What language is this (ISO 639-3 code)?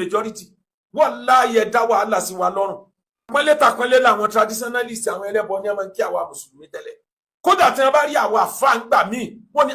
yor